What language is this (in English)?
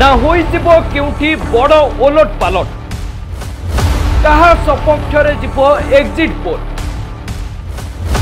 Odia